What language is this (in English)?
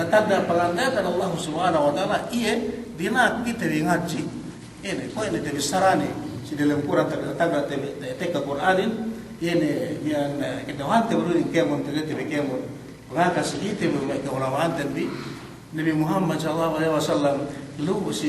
Yakan